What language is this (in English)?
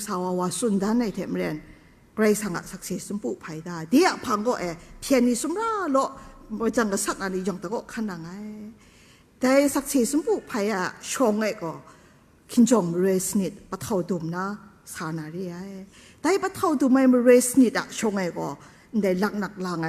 Kachin